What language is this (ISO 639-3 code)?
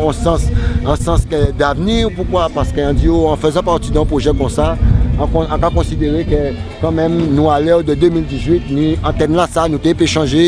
gcf